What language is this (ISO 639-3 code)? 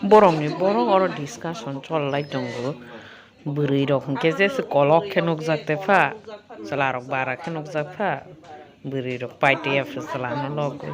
trp